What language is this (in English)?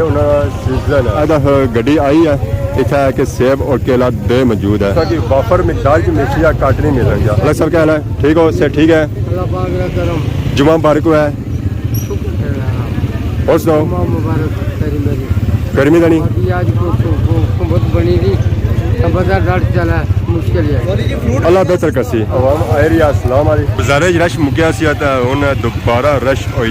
Pahari-Potwari